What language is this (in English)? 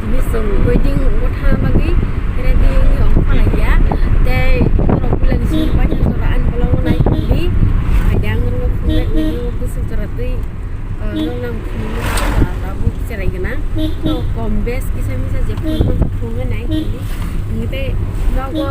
Kok Borok